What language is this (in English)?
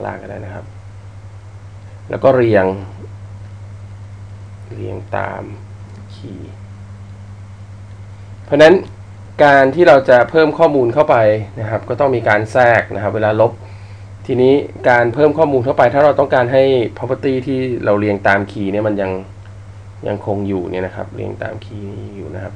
Thai